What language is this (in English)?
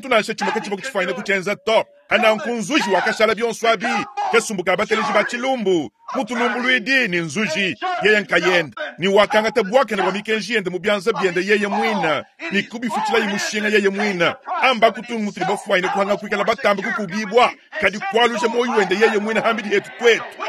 Luba-Lulua